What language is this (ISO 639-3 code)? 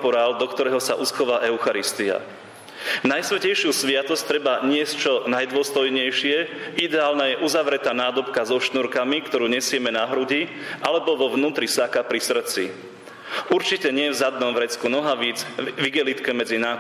slk